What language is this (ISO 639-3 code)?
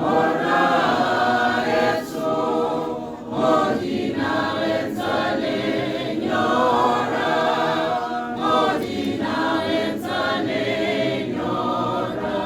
tsn